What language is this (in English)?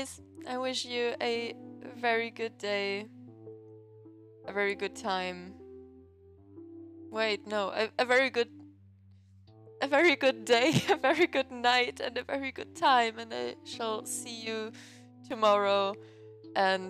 English